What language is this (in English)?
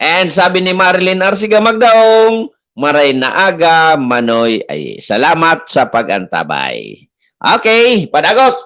Bikol